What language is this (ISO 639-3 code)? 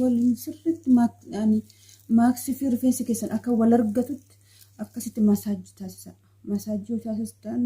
orm